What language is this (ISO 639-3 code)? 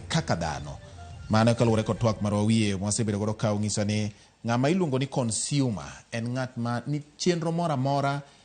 luo